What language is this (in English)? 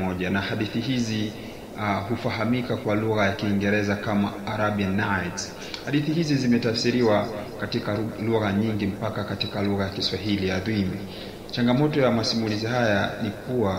Swahili